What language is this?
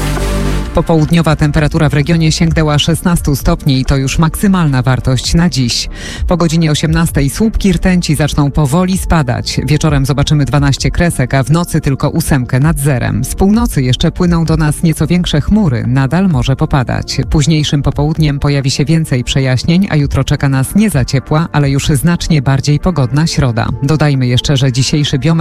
Polish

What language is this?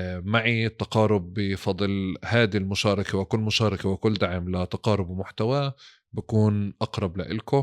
North Levantine Arabic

